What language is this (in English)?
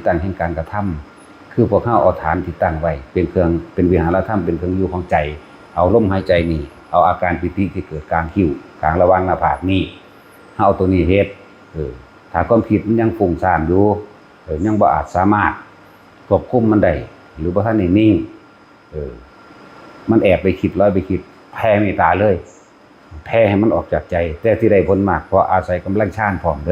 Northeastern Thai